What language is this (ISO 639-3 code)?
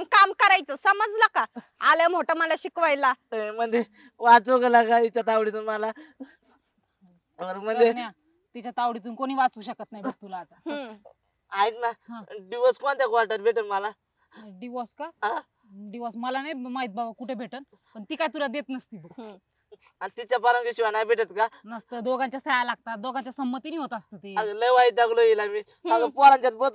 mar